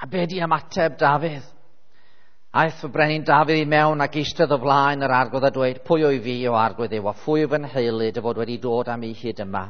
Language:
Welsh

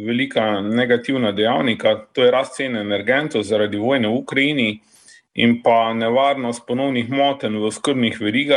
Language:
Slovenian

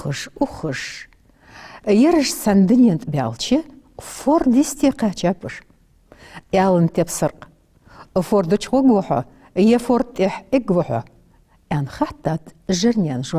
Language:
Ingush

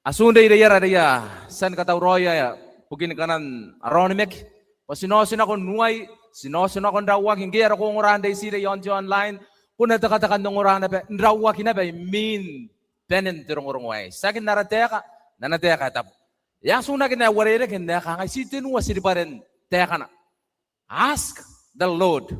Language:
Gilbertese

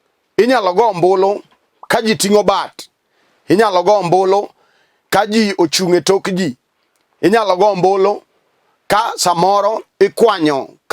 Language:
Luo (Kenya and Tanzania)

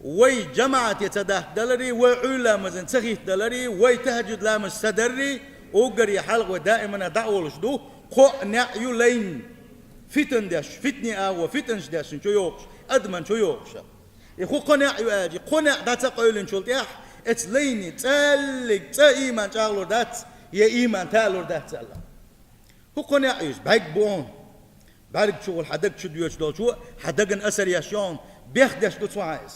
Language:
Chechen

